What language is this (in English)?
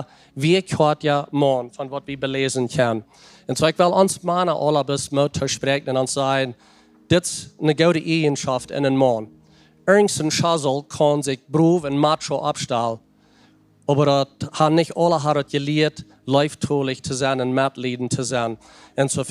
Plautdietsch